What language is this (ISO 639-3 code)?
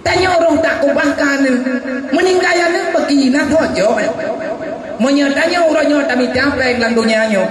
ace